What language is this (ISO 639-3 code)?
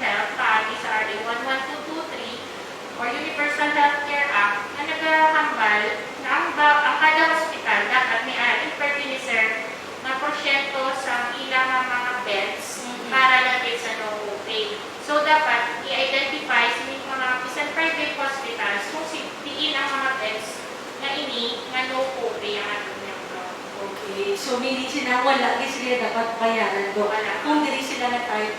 hil